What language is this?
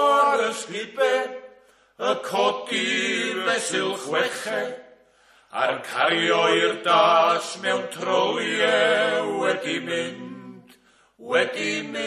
Welsh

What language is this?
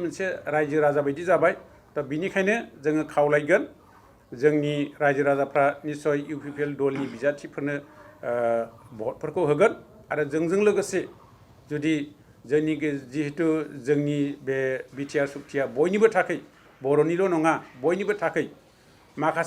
Bodo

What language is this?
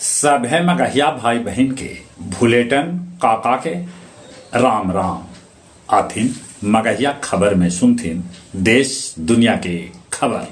Magahi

